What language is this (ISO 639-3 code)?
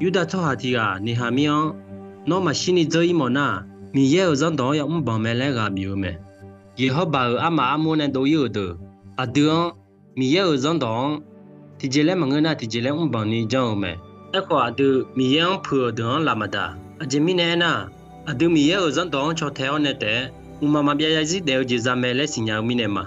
ahk